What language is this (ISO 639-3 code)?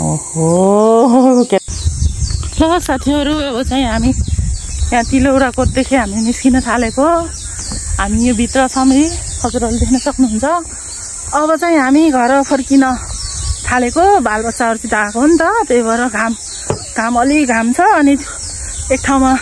nep